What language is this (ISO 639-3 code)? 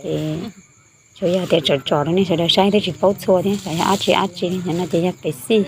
hmn